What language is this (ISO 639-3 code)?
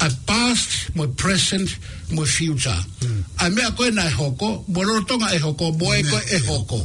ton